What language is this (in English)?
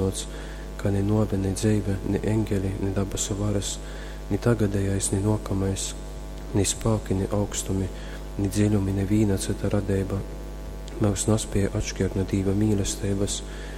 Latgalian